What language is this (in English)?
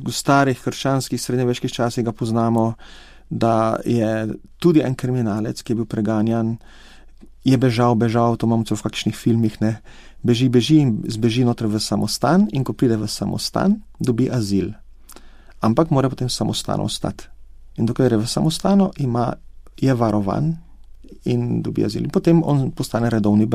Slovenian